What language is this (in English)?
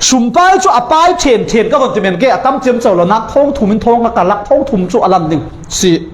Falam Chin